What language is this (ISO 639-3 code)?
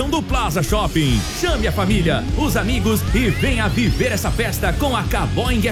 por